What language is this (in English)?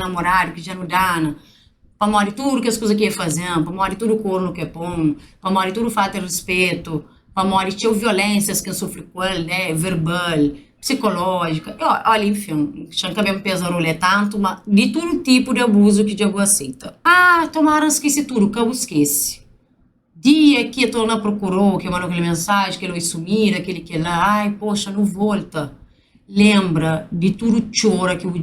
Kabuverdianu